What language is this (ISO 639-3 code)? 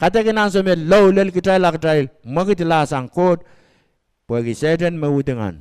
pon